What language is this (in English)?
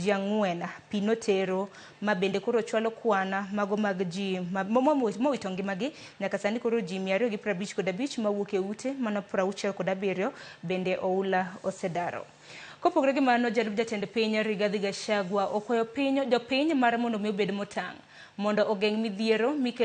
Luo (Kenya and Tanzania)